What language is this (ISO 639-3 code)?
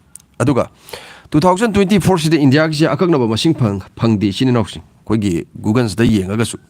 mni